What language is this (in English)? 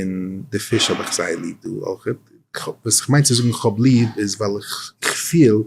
Yiddish